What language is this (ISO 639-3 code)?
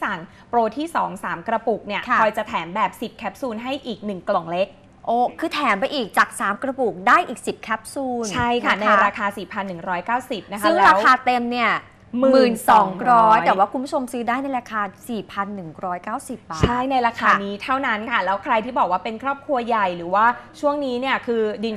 tha